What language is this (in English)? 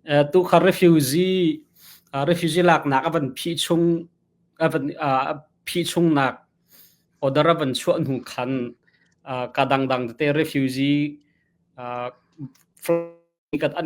Hakha Chin